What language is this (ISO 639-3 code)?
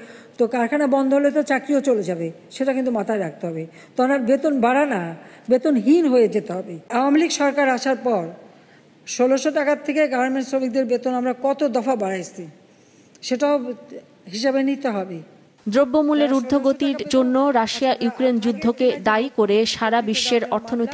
ben